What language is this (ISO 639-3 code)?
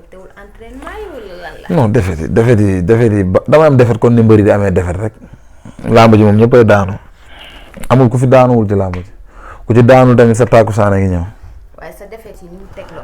wol